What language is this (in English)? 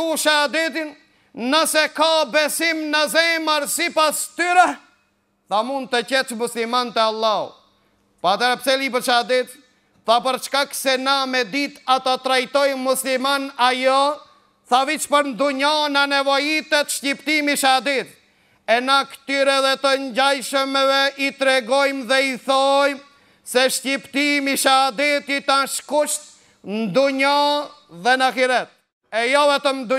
Albanian